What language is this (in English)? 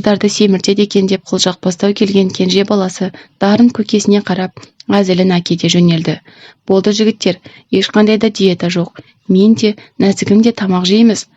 Kazakh